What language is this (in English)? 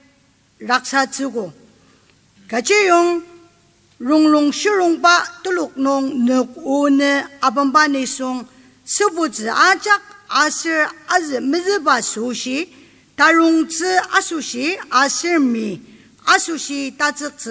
Ao Naga